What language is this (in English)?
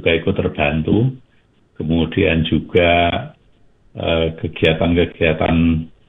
Indonesian